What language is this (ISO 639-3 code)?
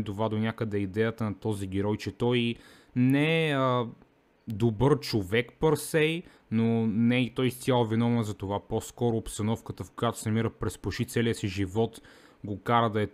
bul